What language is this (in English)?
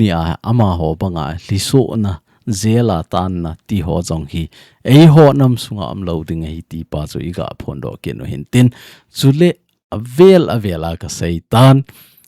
Thado Chin